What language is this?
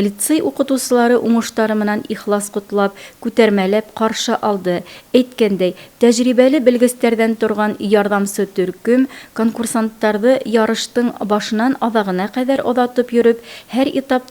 Bashkir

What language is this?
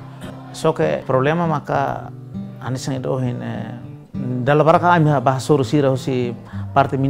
Tetum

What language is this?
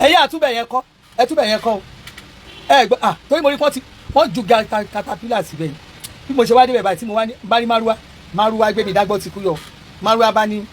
Yoruba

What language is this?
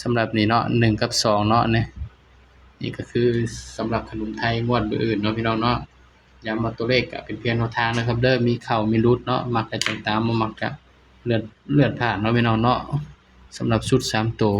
Northeastern Thai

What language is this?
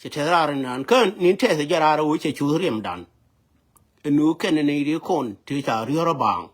Nuer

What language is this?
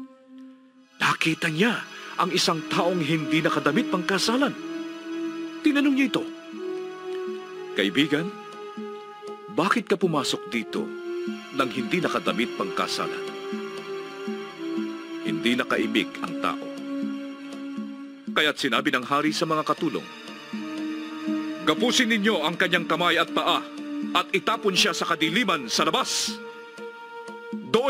Filipino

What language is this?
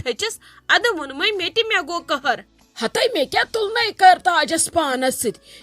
Kashmiri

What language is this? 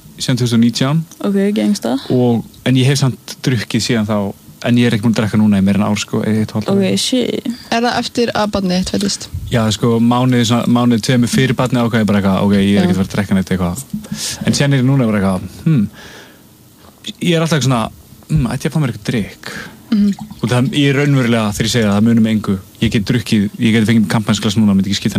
Icelandic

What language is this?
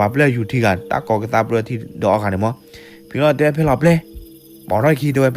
S'gaw Karen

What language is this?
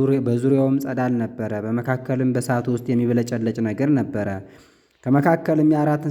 Amharic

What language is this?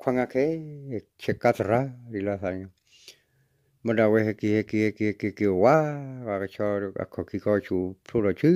S'gaw Karen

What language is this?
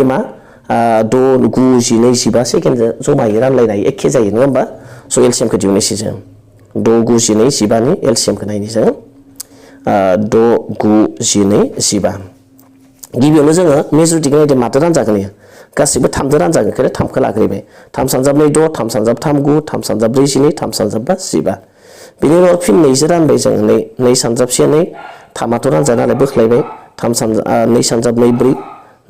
Bodo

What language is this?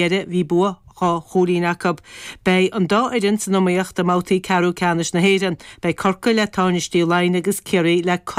Irish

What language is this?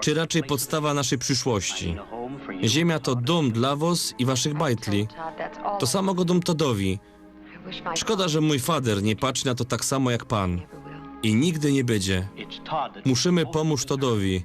Silesian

